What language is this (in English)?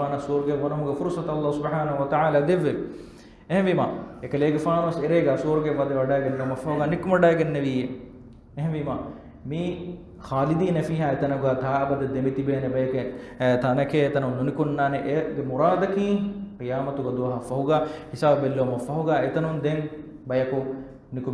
Divehi